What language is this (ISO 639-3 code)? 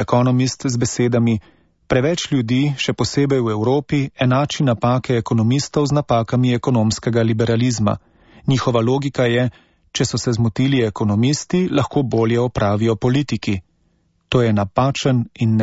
slv